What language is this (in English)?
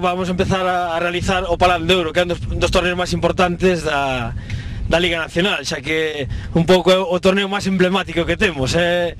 Galician